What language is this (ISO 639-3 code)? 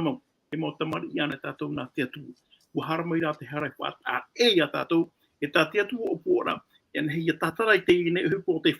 tah